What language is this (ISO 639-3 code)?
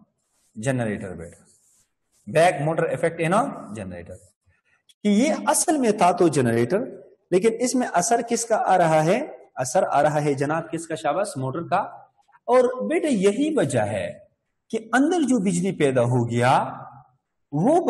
hin